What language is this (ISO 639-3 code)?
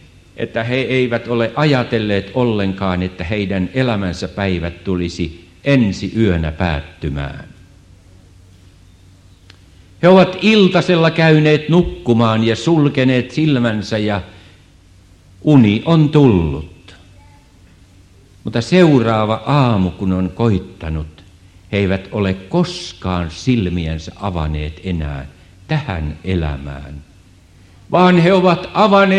fin